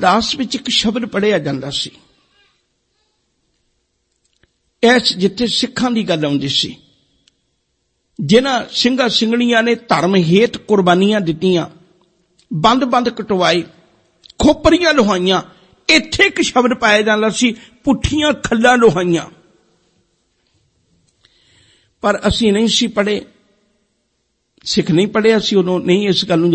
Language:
Punjabi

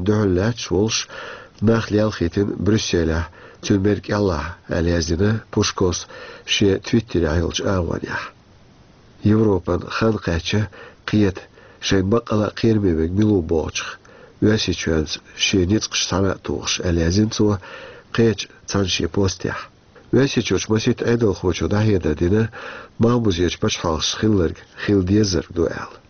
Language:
Chechen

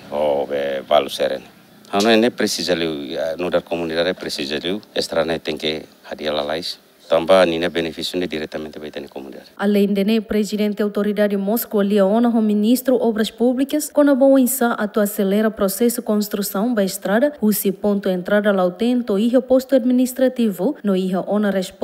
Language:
Tetum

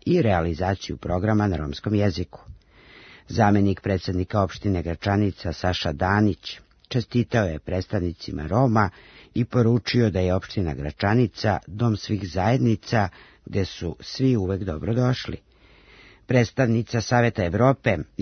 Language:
Serbian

